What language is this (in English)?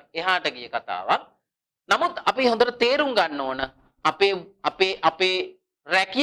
Sinhala